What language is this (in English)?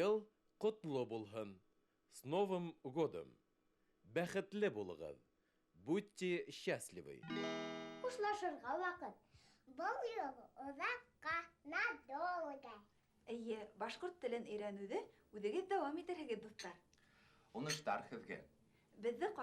Bashkir